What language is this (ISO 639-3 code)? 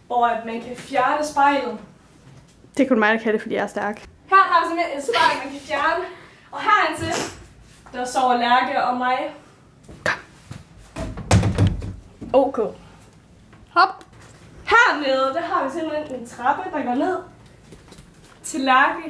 dan